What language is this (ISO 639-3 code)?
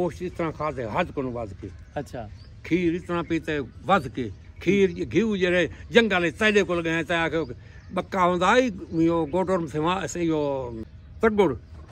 skr